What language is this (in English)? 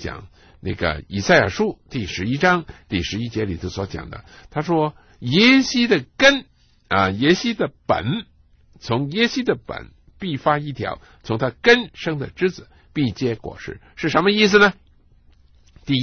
Chinese